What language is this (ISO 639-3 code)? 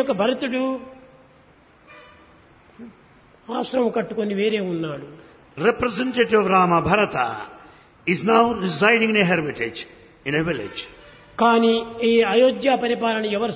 tel